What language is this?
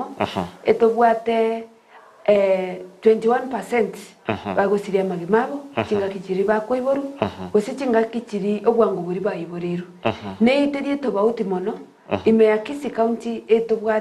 Gusii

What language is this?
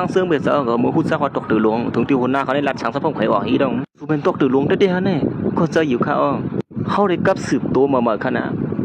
Shan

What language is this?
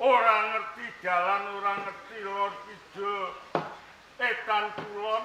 Javanese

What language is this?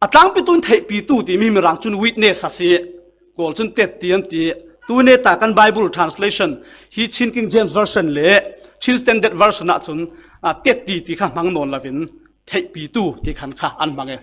Falam Chin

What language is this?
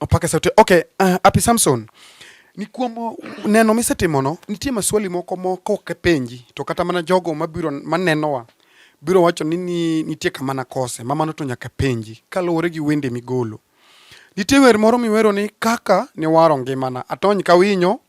Luo (Kenya and Tanzania)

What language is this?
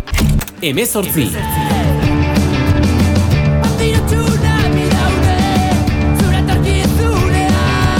Basque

